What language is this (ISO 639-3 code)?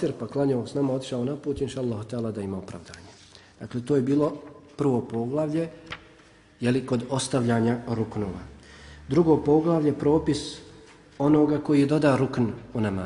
bos